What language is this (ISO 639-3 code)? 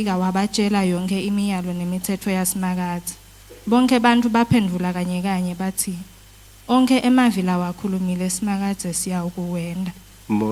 ssw